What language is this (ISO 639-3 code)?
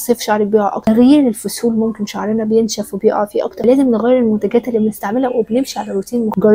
arz